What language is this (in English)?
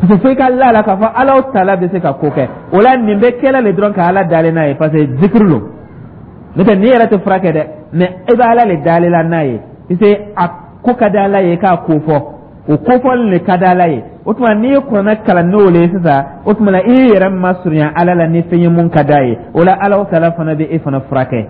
Dyula